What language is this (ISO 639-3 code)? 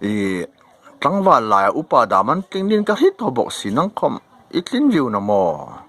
hmr